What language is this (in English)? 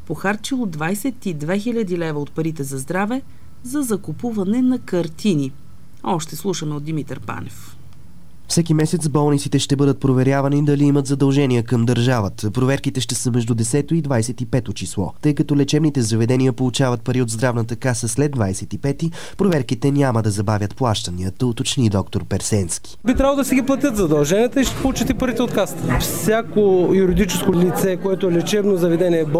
Bulgarian